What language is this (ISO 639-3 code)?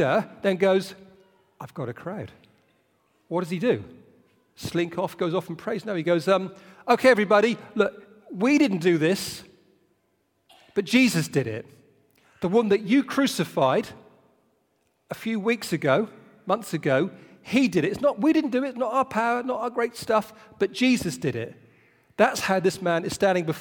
eng